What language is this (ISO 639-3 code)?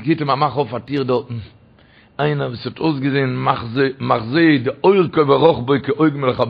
yid